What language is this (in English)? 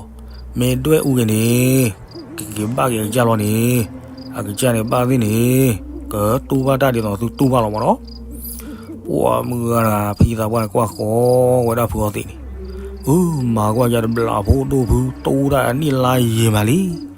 S'gaw Karen